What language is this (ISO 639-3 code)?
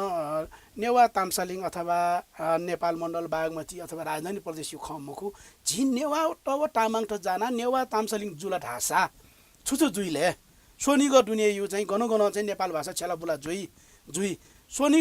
new